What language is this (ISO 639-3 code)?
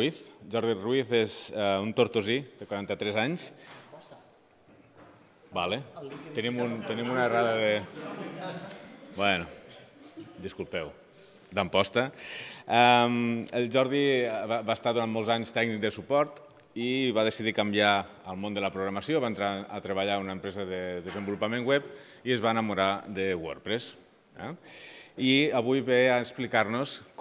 cat